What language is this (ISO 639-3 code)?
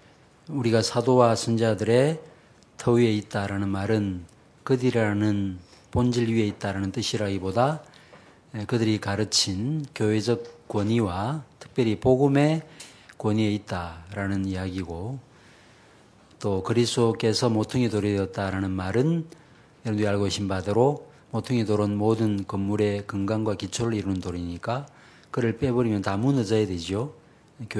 kor